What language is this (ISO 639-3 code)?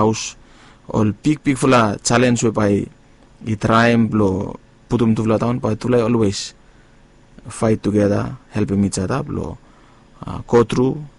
bis